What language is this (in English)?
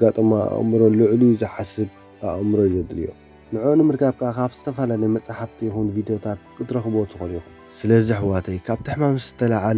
Tigrinya